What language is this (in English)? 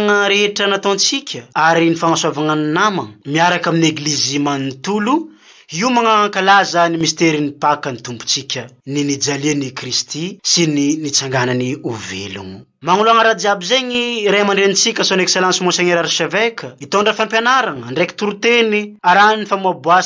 Malagasy